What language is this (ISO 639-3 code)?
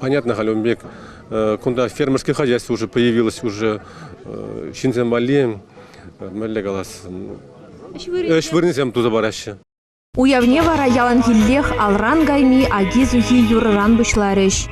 chv